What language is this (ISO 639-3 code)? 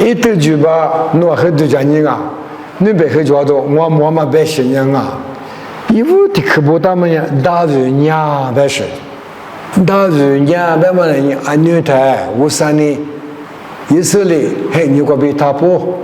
lis